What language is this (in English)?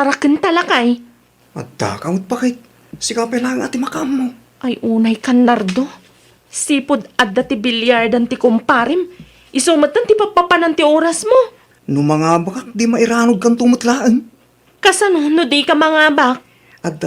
Iloko